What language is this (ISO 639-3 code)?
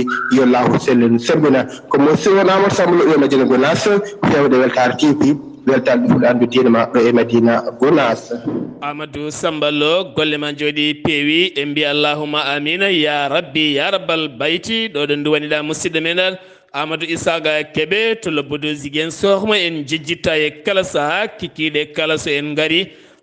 ful